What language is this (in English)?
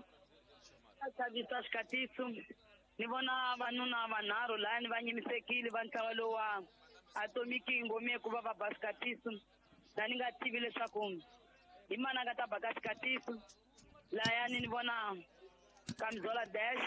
Tsonga